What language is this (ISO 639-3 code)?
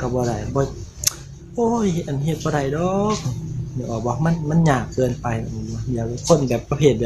lao